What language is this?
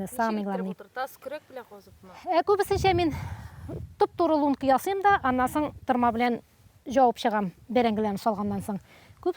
Tatar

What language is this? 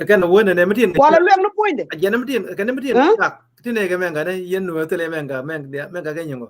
Nuer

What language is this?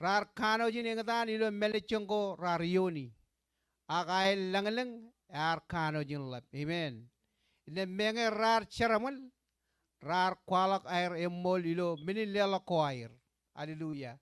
Marshallese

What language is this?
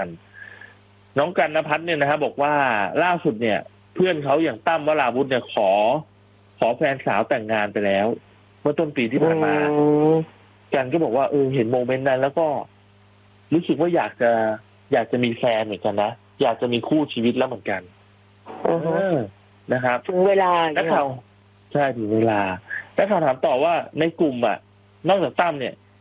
Thai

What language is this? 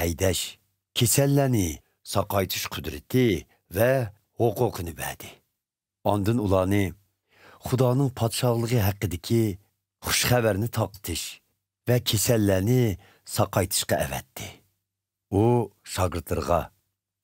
Uyghur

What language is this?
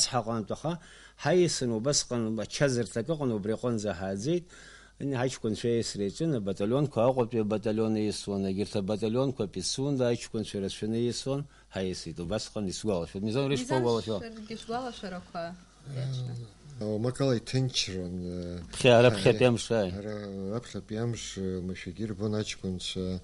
Abkhazian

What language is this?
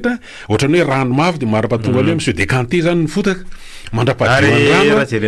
Malagasy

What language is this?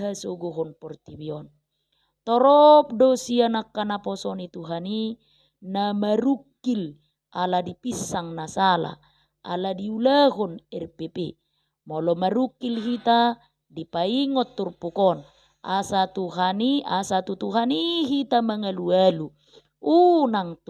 Batak Toba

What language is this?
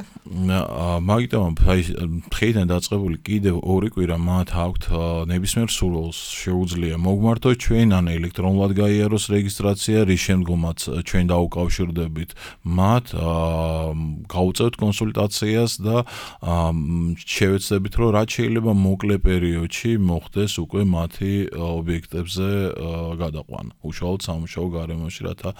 Georgian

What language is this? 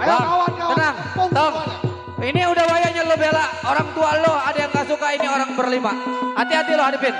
Betawi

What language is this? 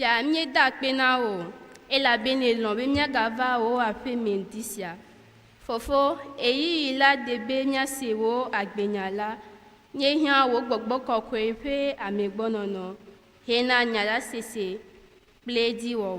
Ewe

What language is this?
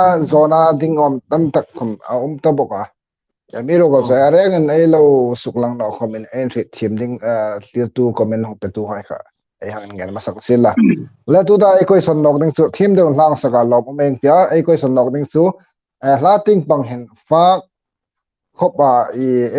Hmar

